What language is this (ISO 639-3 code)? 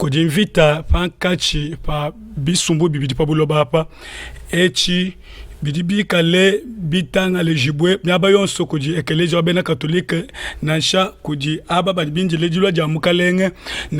lua